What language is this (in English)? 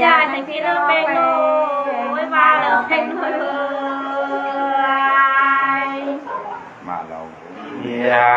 Nung (Viet Nam)